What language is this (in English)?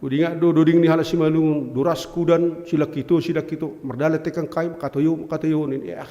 Batak Simalungun